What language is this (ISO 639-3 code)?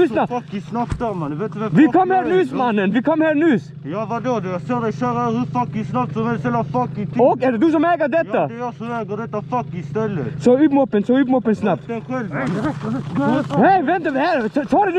dan